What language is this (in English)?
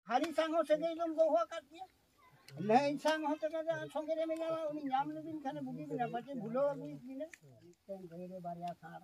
Santali